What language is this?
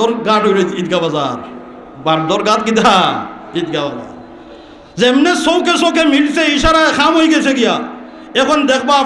Sylheti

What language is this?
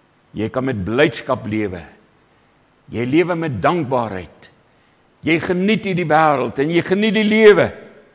Afrikaans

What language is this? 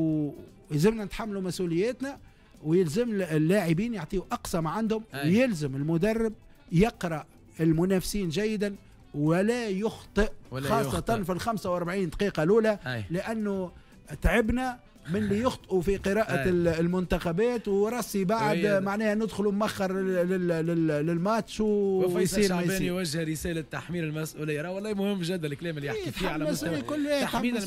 Tunisian Arabic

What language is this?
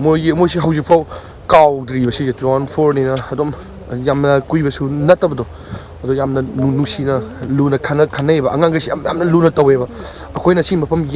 Manipuri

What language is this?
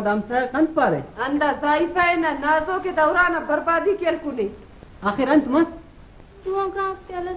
Brahui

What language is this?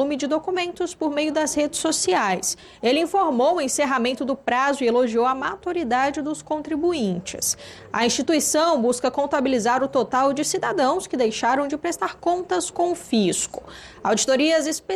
Portuguese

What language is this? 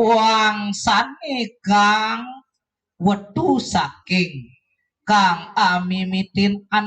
Balinese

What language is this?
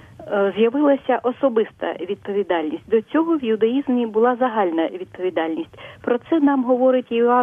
Ukrainian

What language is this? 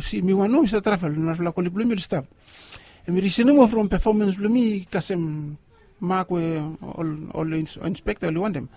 Bislama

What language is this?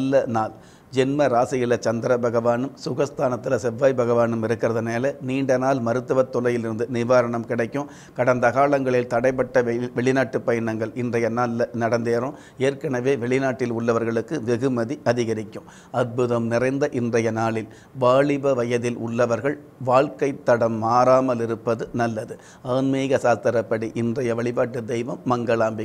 Tamil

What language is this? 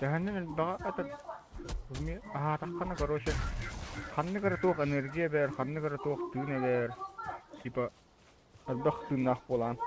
Yakut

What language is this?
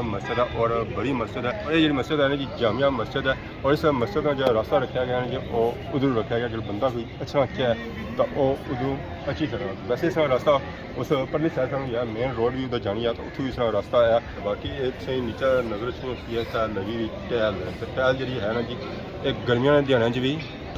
Pahari-Potwari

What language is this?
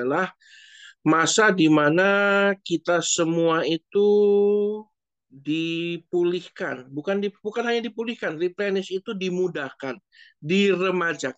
Indonesian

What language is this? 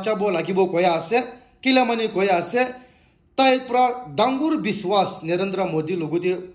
Naga Pidgin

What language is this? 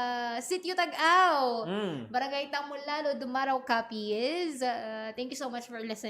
Hiligaynon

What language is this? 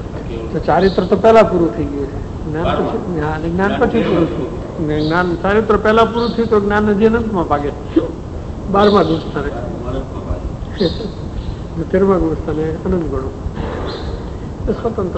Gujarati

